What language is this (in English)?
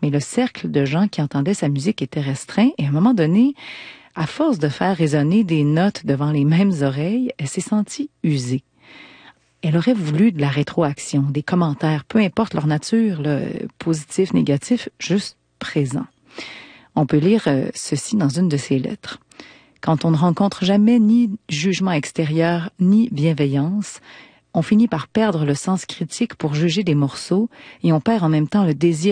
French